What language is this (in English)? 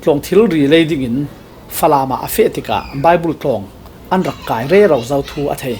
Falam Chin